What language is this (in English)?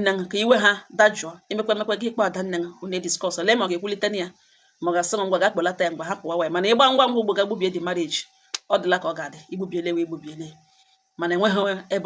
Igbo